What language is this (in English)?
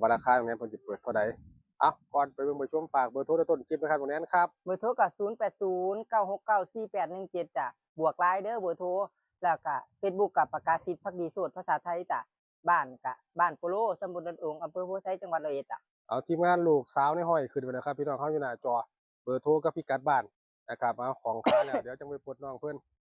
Northeastern Thai